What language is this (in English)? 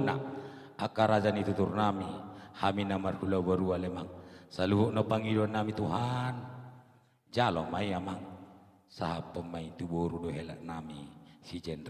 Batak Toba